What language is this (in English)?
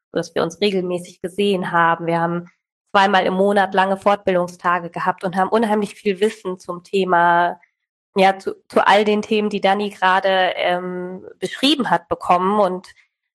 German